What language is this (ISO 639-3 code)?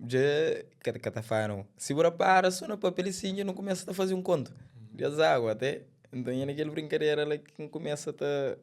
kea